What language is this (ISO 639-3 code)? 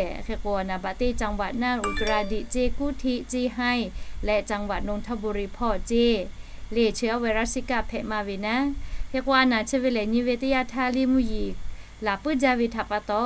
lhu